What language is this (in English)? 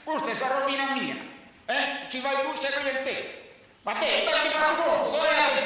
Sardinian